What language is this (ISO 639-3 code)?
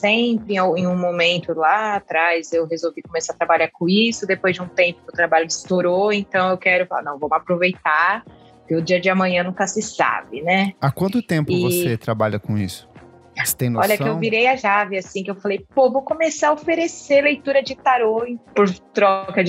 por